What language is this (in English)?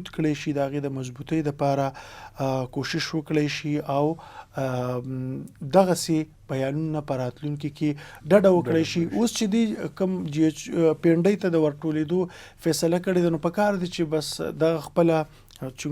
Pashto